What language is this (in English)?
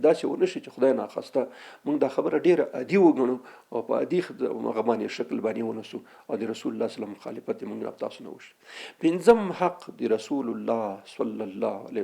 Pashto